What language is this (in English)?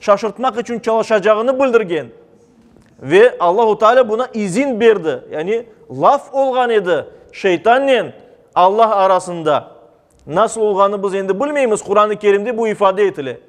Crimean Tatar